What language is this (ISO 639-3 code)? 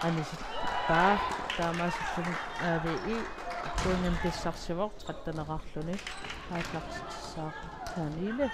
kal